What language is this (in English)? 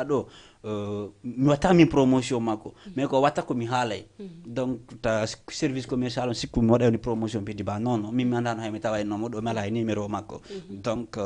Fula